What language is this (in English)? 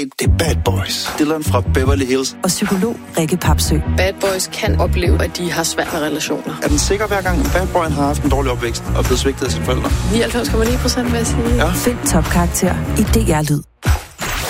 Danish